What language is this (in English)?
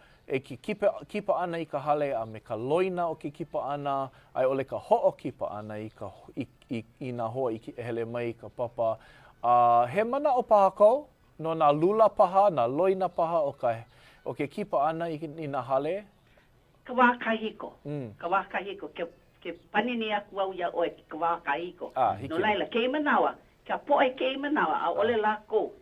Hawaiian